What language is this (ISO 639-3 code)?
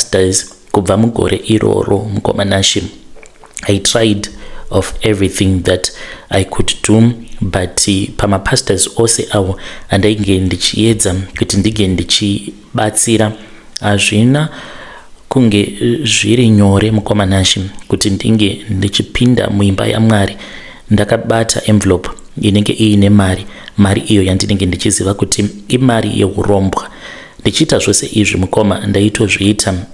sna